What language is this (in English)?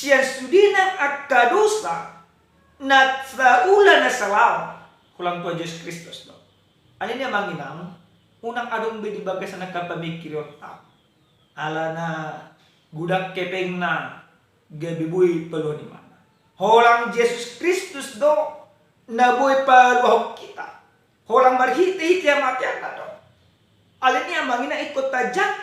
Batak Toba